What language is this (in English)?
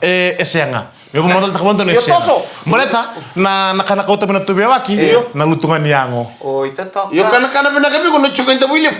Fijian